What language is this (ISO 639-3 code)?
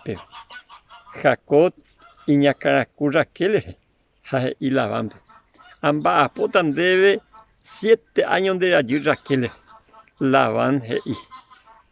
grn